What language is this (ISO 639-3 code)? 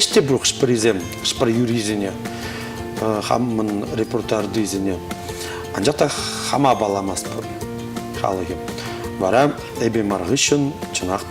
chv